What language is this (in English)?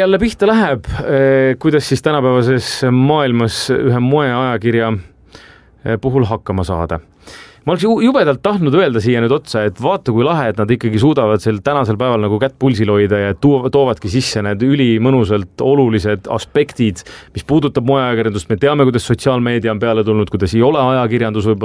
Estonian